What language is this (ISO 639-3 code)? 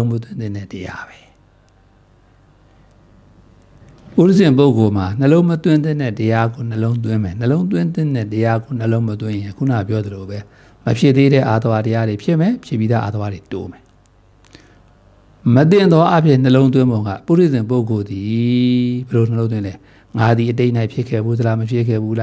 mya